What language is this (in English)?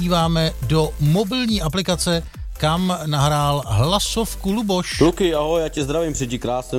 Czech